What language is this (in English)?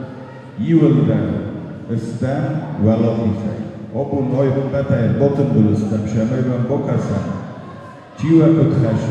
Ossetic